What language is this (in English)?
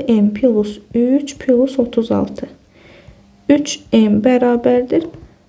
Azerbaijani